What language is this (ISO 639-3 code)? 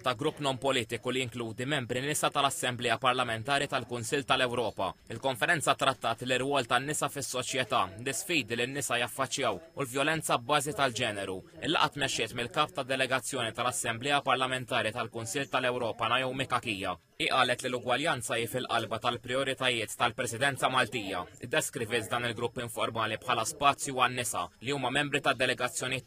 mlt